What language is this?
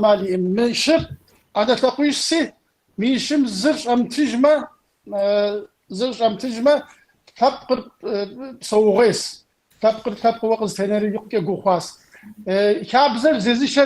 Kabardian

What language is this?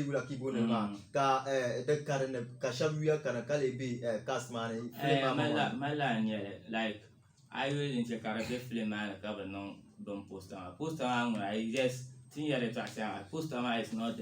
Dagbani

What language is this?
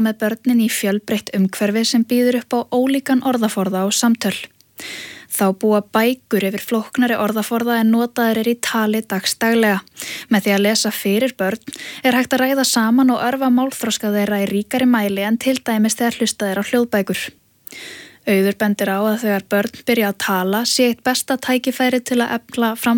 Icelandic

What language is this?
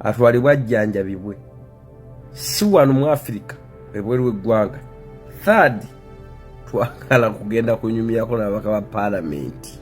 Ganda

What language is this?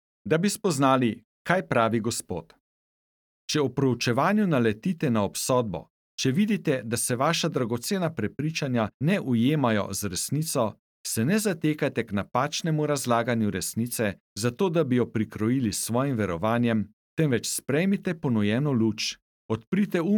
Slovenian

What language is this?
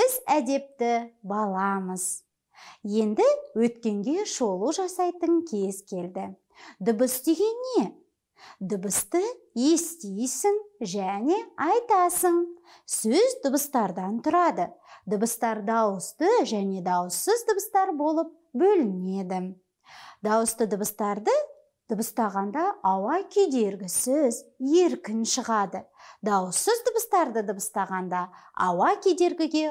Kazakh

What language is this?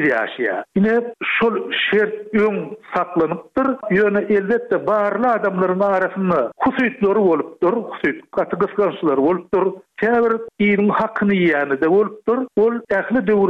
Turkmen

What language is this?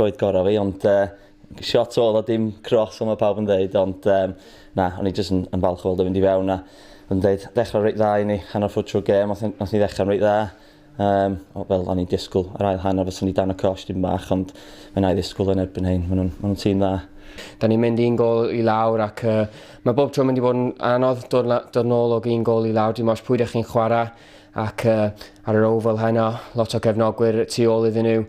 Welsh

